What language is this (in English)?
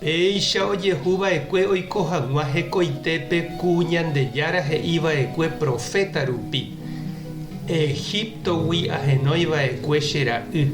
Guarani